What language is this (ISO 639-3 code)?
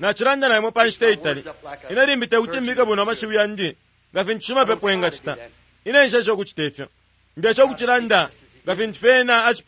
bem